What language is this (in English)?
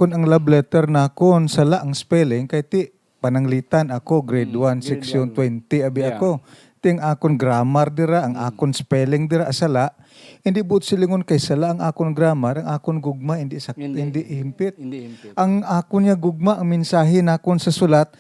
Hiligaynon